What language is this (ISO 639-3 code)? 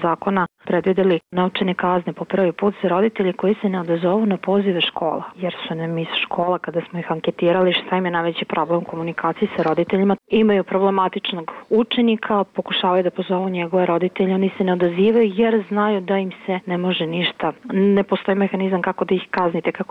bos